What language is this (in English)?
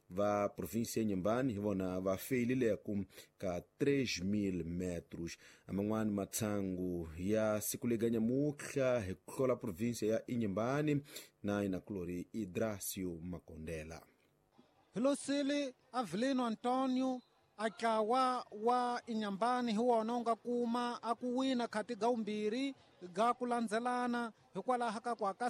Tsonga